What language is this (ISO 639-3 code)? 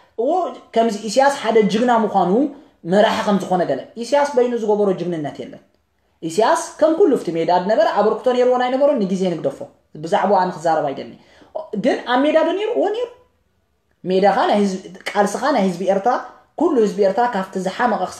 tir